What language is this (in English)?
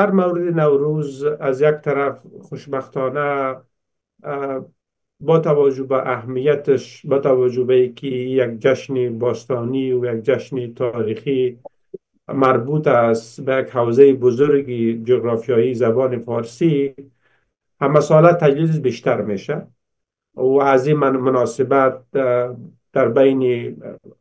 Persian